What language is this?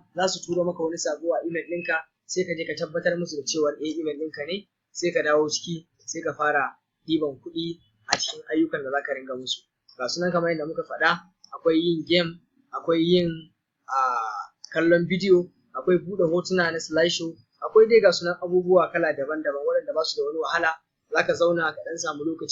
Hausa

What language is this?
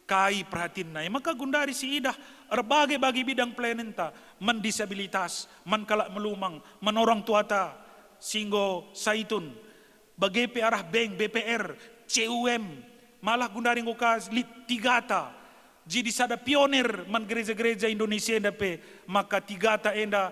Batak Karo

